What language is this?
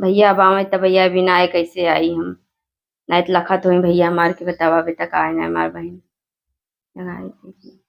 Awadhi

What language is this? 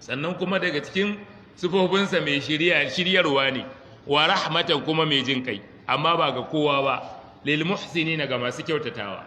Hausa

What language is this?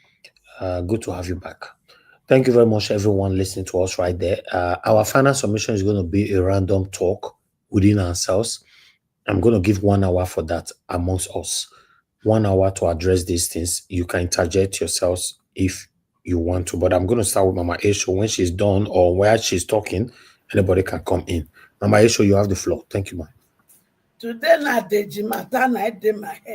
Nigerian Pidgin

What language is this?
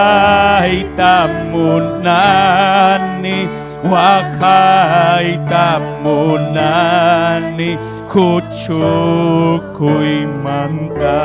Ayacucho Quechua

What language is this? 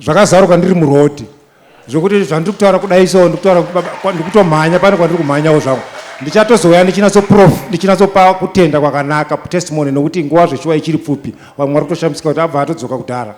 Shona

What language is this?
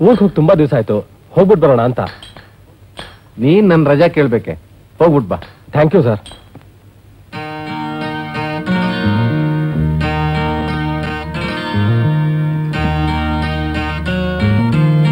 Kannada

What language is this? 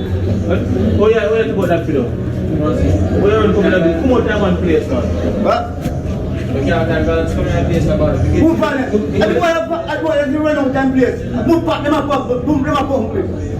Jamaican Creole English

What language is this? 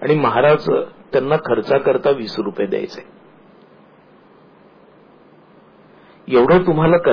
Marathi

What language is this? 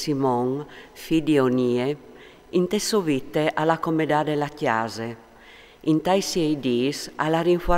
Friulian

